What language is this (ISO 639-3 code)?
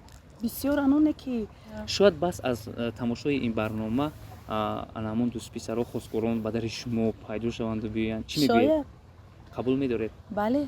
tgk